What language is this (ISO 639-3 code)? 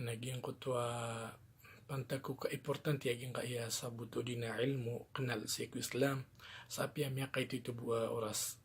mrw